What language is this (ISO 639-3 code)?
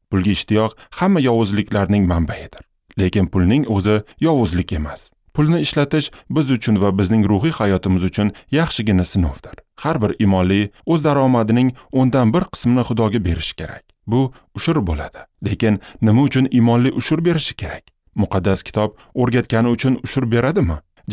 uzb